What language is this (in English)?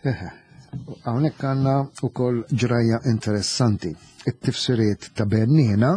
Maltese